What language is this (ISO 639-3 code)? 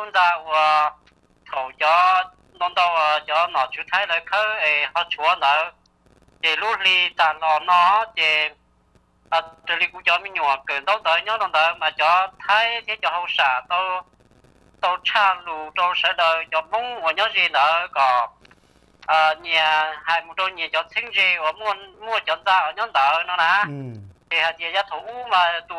vie